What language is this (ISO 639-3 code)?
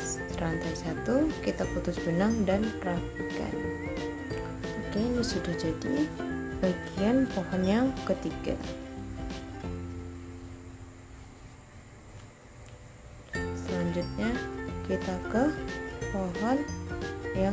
ind